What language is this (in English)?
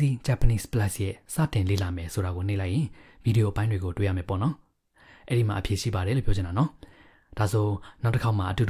Burmese